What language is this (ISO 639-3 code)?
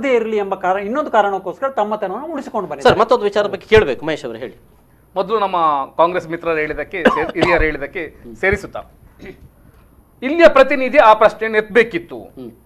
kan